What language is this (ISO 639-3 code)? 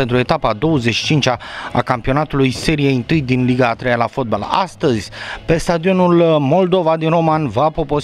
ron